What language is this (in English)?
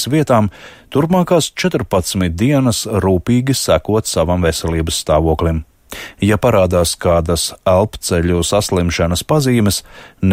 Latvian